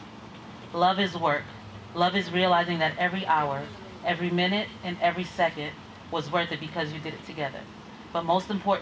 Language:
English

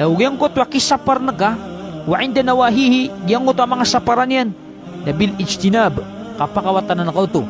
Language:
Maranao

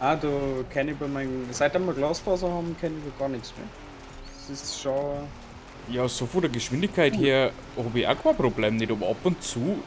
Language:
Bavarian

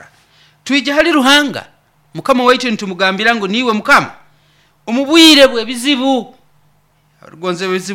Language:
Nyoro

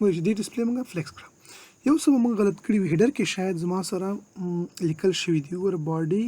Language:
Pashto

